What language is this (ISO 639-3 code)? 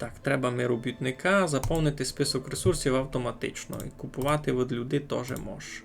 rue